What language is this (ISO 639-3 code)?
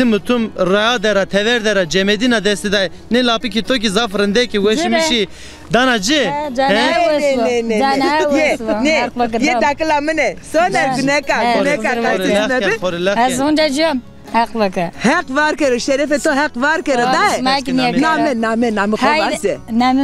zza